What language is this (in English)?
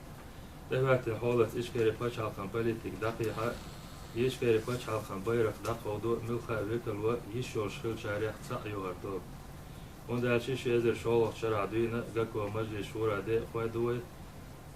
Chechen